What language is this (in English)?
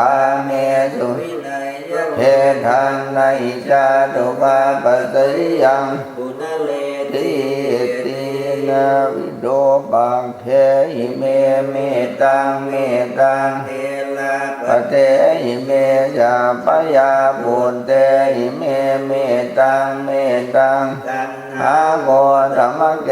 Pali